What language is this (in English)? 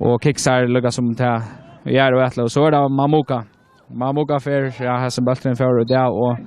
Faroese